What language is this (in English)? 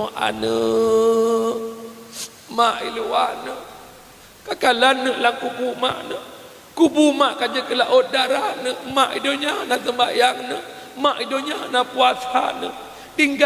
Achinese